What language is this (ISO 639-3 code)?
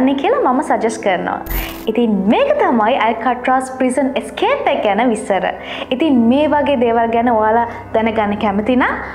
sin